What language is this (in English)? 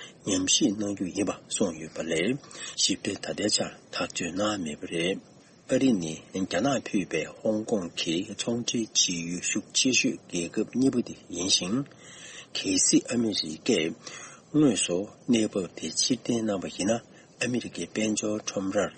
Tibetan